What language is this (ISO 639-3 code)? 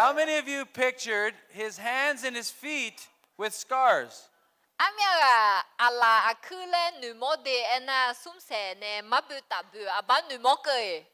ahk